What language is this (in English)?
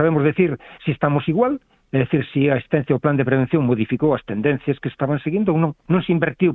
Galician